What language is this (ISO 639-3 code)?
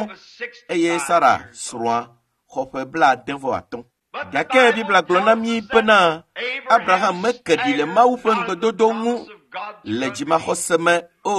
ewe